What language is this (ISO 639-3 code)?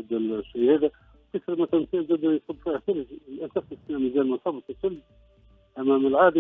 aeb